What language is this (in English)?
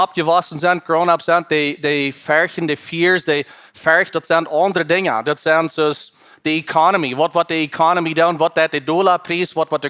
Plautdietsch